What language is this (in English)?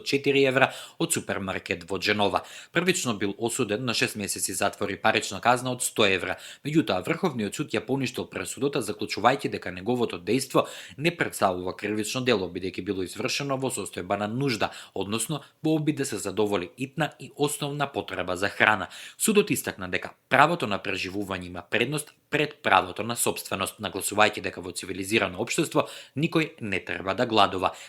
Macedonian